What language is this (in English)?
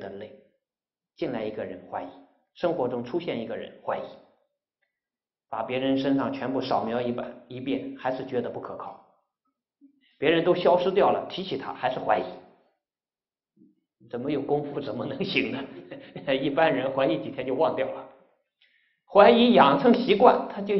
Chinese